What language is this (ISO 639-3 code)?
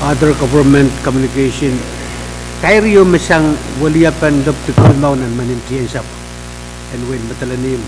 pon